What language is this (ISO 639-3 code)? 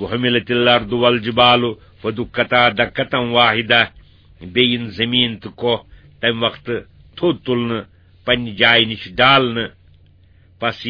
kas